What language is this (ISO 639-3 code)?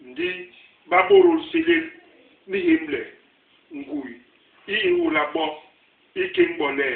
bas